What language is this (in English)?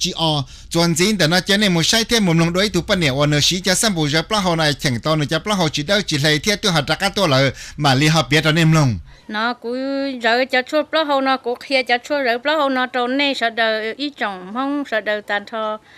Hmong